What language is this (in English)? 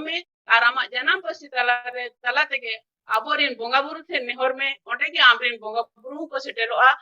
Santali